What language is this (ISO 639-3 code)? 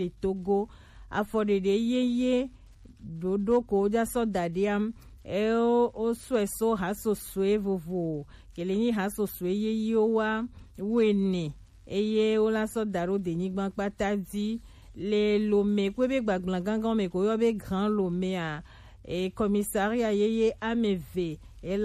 gej